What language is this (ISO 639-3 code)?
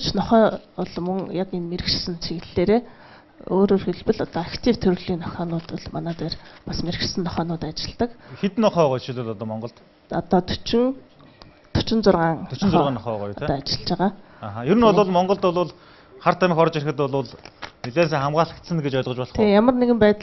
mon